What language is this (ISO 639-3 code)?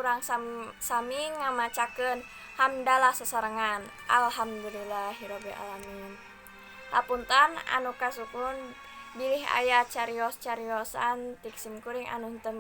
sun